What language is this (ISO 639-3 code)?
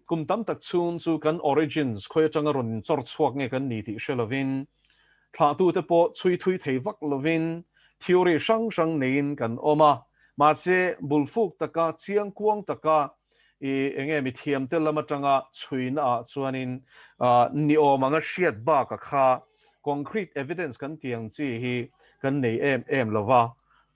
lus